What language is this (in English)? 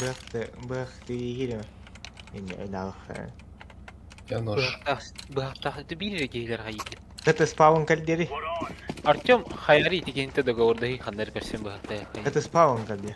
Yakut